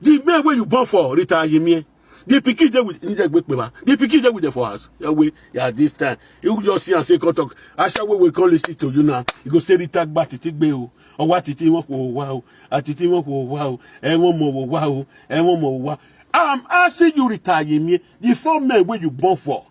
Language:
Nigerian Pidgin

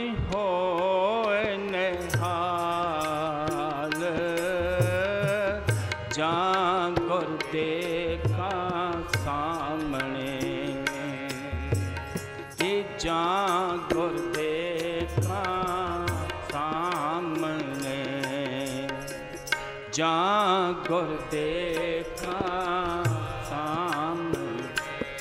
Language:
Punjabi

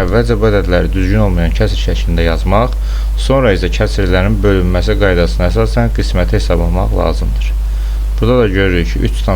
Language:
Azerbaijani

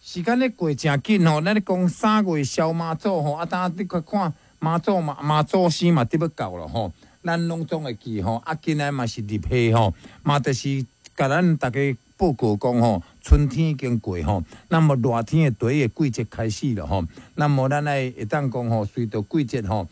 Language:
Min Nan Chinese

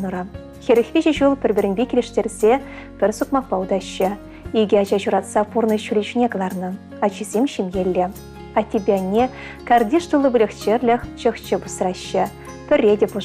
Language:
Chuvash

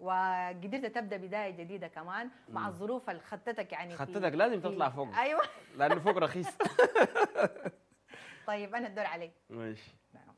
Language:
Sudanese Arabic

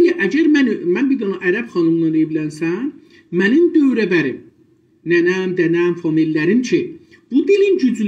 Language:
South Azerbaijani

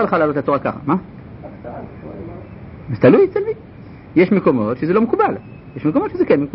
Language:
Hebrew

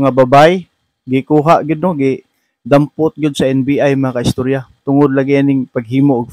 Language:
Cebuano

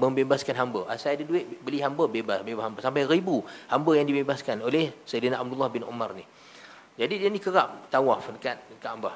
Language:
Malay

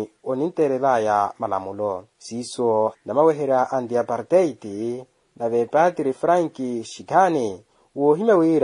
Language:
Makhuwa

